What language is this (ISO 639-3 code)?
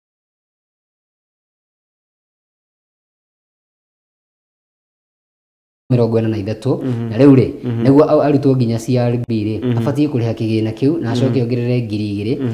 kik